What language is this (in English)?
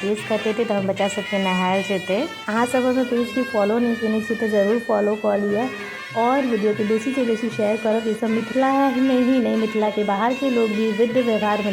Maithili